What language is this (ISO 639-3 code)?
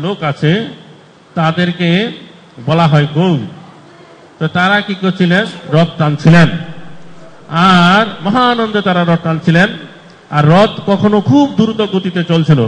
ben